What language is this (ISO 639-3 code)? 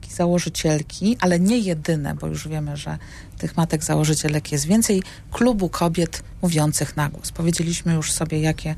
pol